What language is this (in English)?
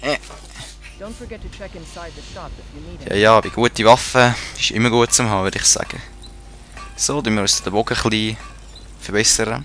Swiss German